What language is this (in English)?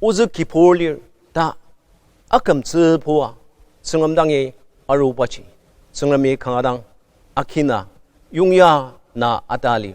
Ao Naga